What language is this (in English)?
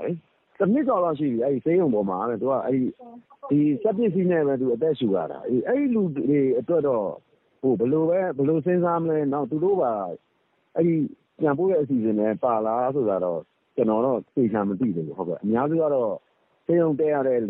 Burmese